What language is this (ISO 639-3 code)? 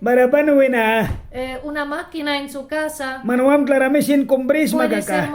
miq